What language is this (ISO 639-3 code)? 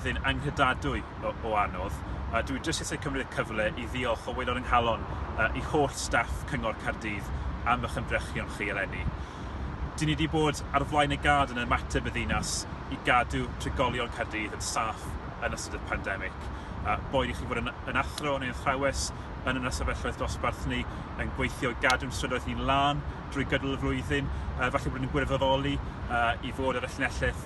cym